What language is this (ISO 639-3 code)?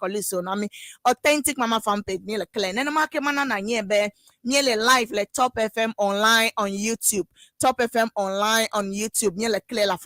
ewe